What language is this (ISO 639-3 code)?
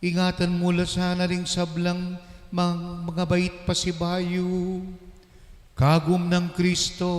pam